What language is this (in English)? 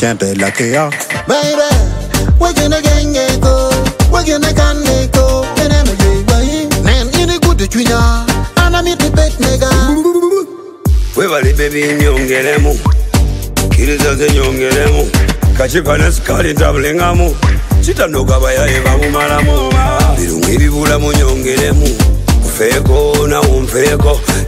Ganda